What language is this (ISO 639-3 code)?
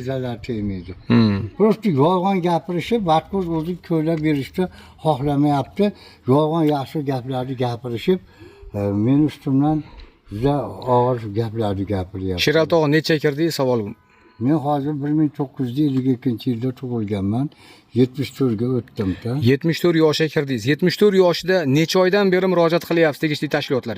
uzb